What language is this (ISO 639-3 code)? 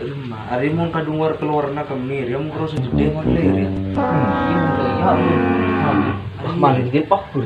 mad